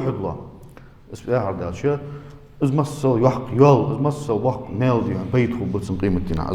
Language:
Ingush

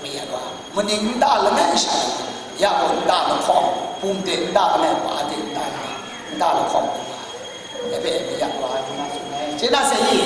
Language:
Kachin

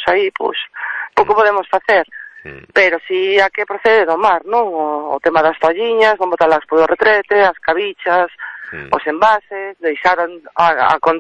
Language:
Galician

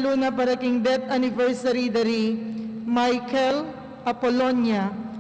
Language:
Pampanga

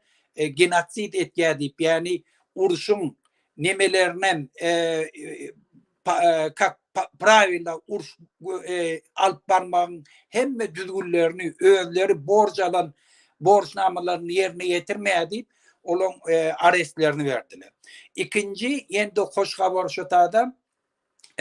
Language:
Turkmen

